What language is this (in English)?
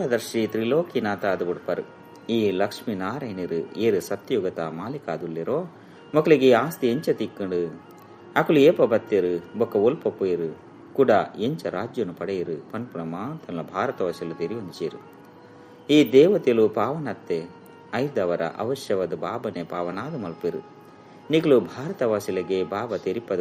Tulu